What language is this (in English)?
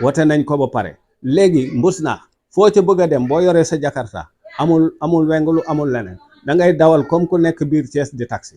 Wolof